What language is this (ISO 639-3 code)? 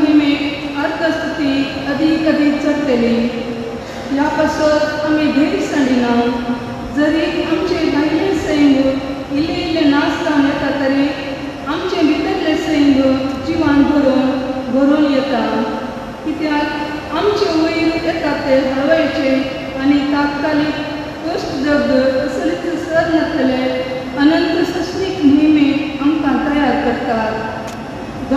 kok